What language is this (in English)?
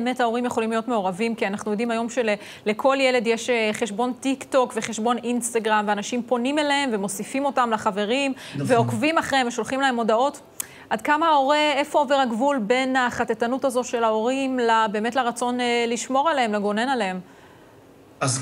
Hebrew